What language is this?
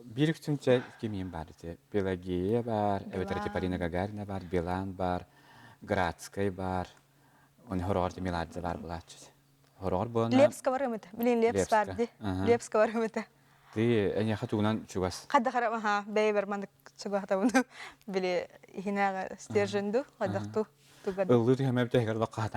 Yakut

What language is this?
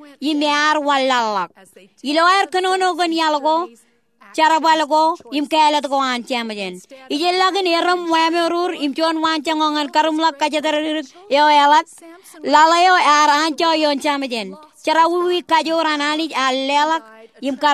Marshallese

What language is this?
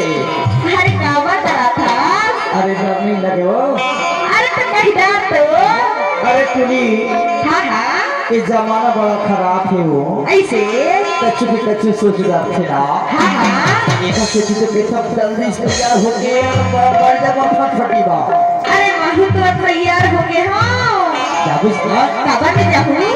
Chhattisgarhi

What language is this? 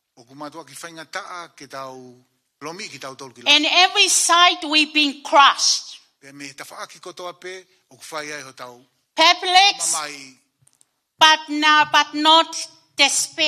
Tongan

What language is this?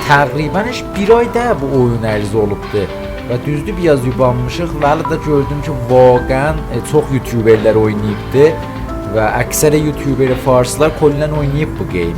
South Azerbaijani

